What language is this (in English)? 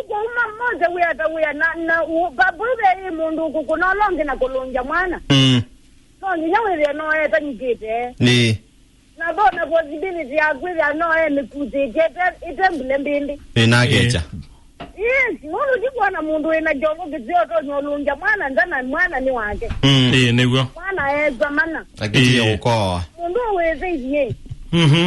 Kamba